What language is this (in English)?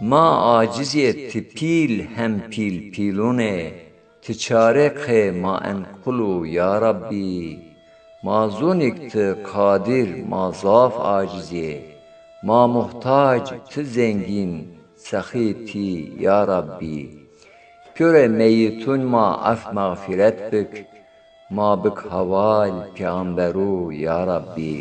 Zaza